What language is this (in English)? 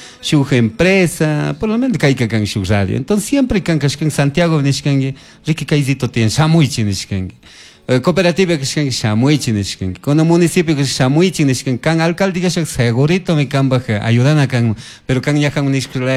Chimborazo Highland Quichua